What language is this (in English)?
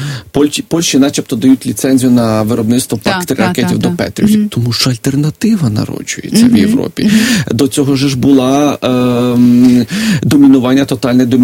Ukrainian